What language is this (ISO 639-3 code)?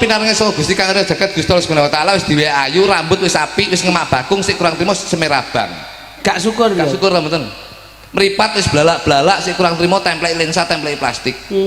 jav